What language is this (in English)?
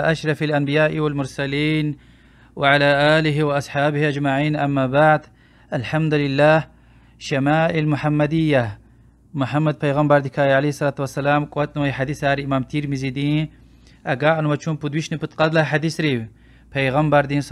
Lezghian